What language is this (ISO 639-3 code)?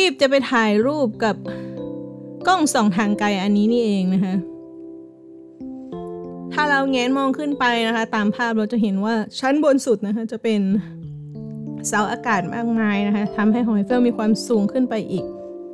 tha